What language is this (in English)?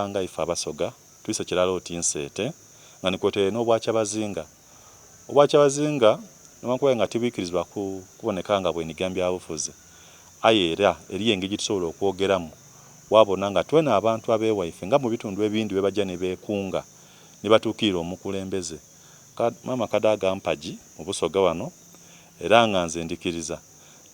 Soga